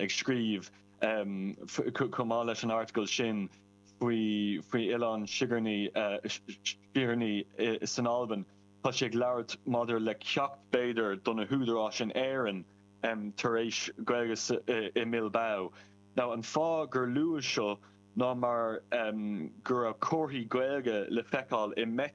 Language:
Irish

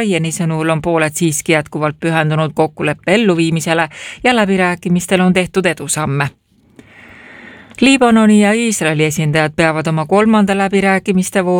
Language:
Estonian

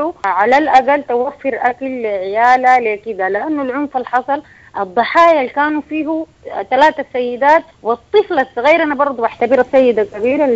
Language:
Sudanese Arabic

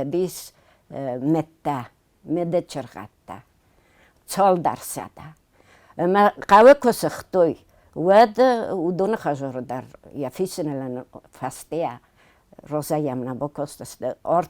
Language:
Ossetic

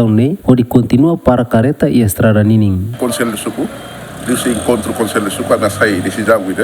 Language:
Tetum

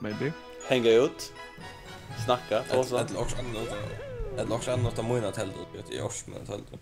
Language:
Faroese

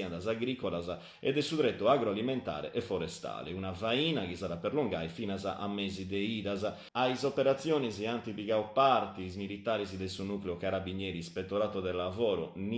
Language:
Sardinian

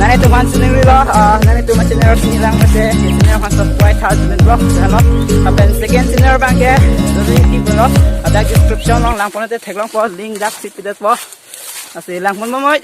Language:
Karbi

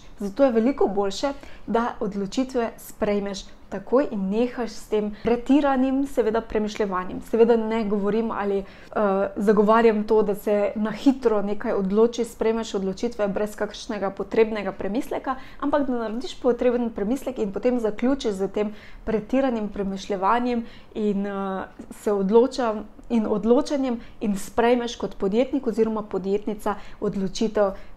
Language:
Slovenian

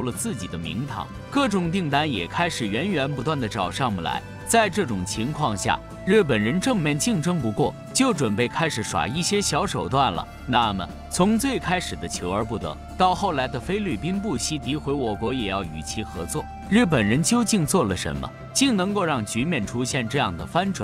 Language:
Chinese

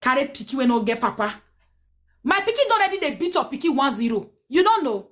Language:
Nigerian Pidgin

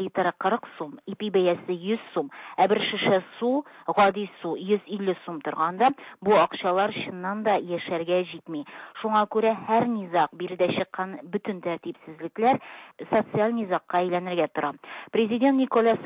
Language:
Tatar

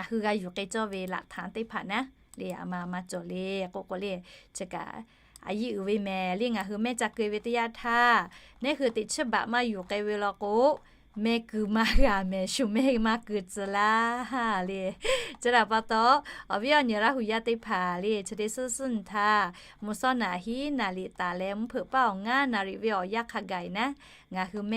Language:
Lahu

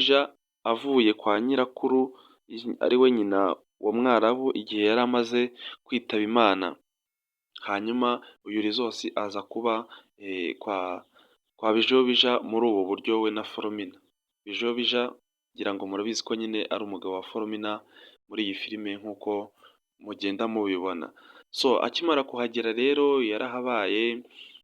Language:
Kinyarwanda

